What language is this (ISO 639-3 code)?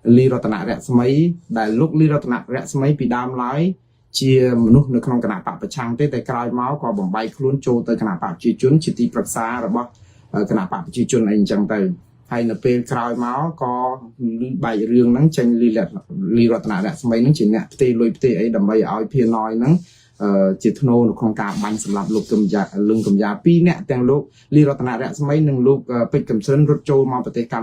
khm